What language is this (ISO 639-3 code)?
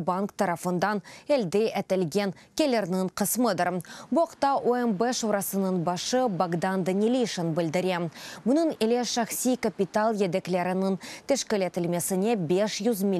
crh